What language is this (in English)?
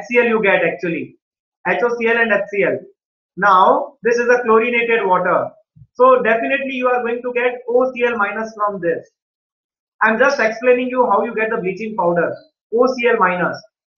English